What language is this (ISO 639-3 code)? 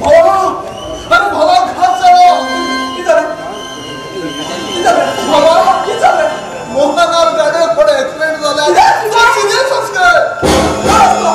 kok